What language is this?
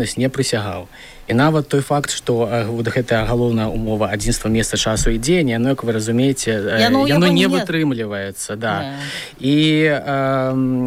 Belarusian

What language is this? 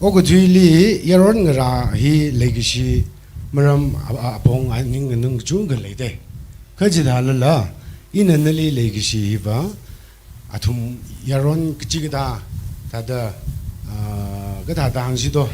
Tangkhul Naga (India)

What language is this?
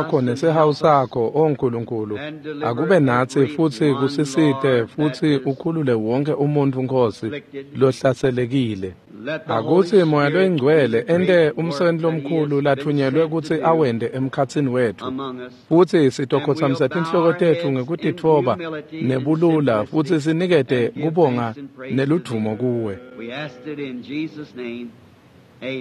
Swati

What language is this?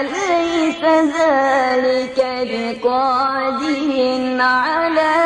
Bosnian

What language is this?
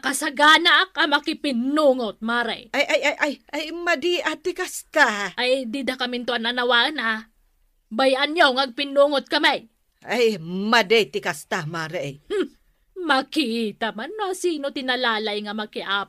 Iloko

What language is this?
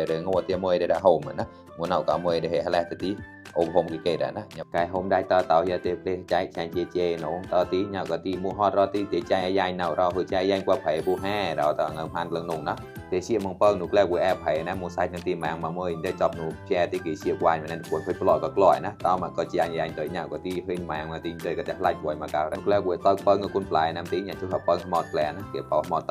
Mon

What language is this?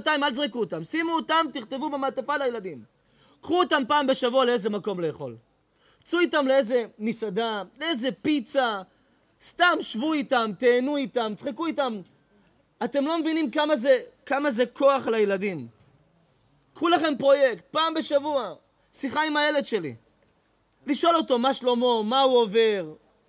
Hebrew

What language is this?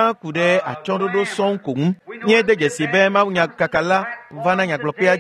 Ewe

